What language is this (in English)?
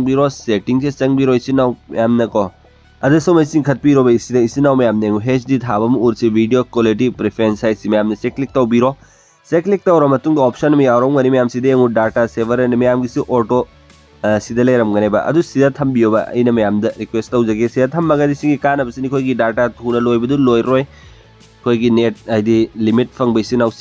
Manipuri